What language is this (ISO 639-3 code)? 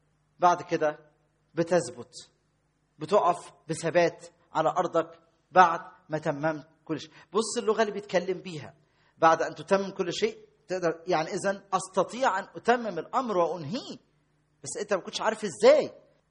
arz